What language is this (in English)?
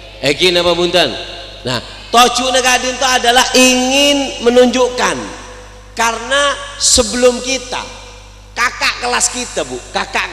Madurese